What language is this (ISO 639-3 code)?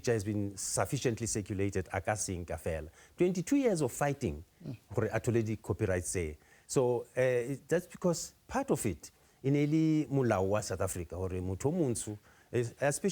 nso